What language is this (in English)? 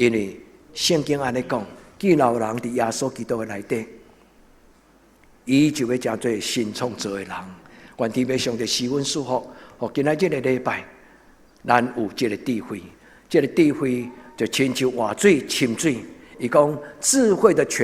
Min Nan Chinese